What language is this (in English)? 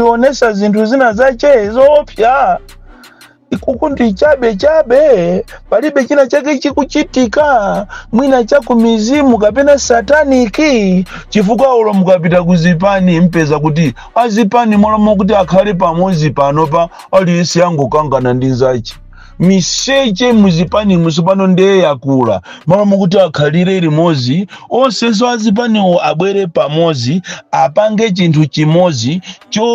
Nyanja